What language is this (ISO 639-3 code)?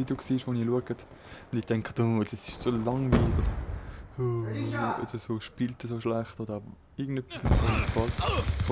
gsw